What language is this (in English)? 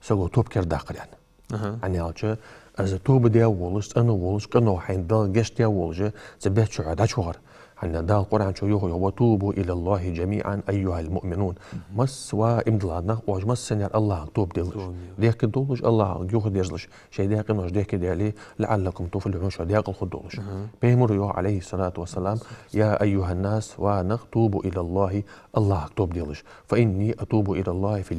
Ingush